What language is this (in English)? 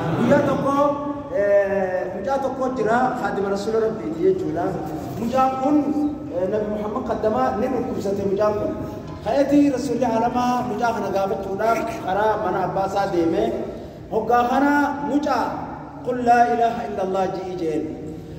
Oromo